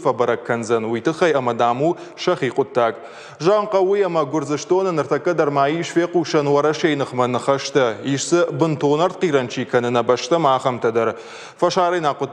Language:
Ossetic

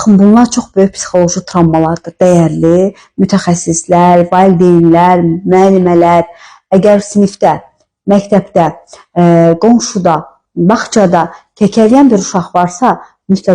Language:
Azerbaijani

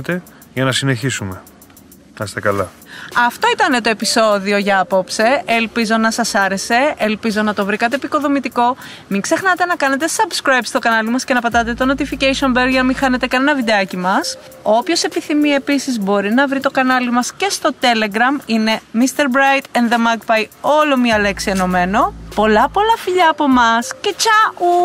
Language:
Greek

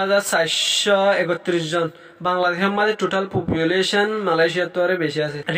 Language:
Rohingya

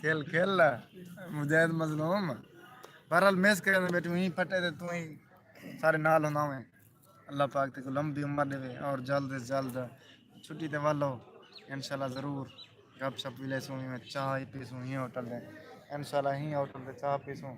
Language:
Saraiki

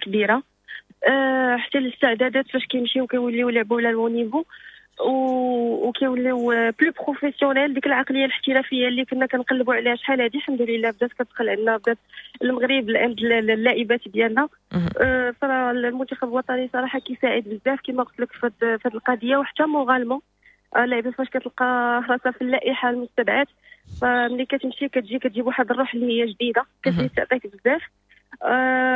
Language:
Moroccan Arabic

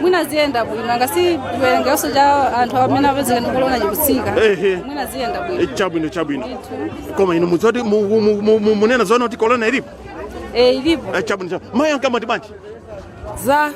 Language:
Nyanja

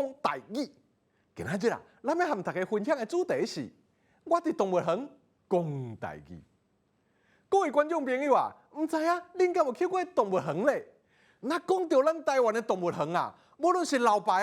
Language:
Min Nan Chinese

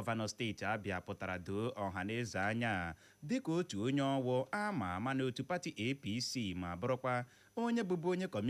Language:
Igbo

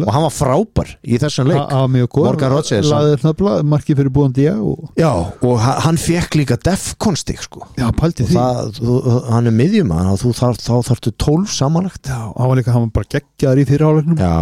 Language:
Icelandic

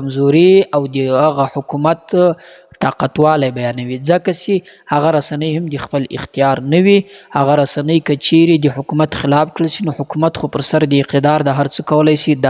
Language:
Pashto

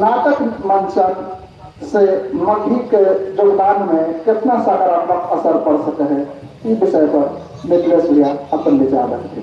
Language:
Magahi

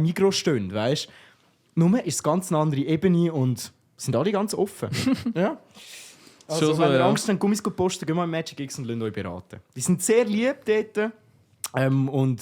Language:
Swiss German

